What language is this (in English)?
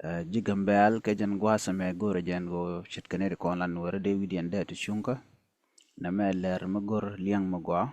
Nuer